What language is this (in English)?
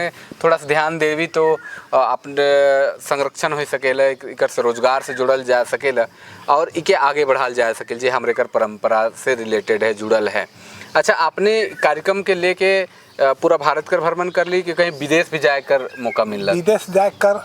Sadri